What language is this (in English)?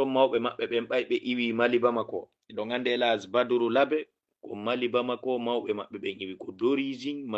Fula